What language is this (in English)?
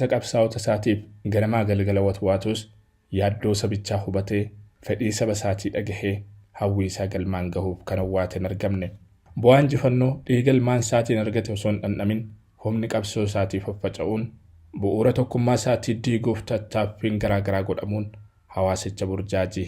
Oromo